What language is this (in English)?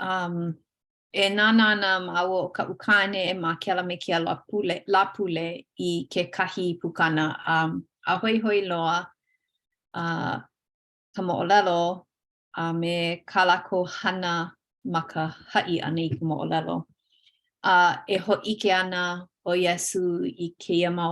Hawaiian